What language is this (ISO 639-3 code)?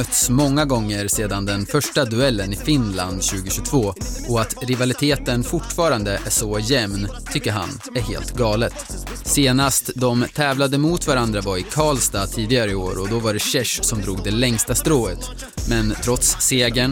swe